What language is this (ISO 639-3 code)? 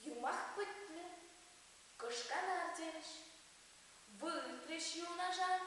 chv